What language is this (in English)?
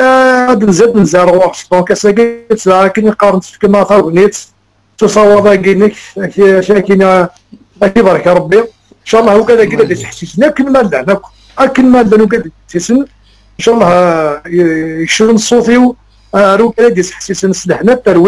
Kabyle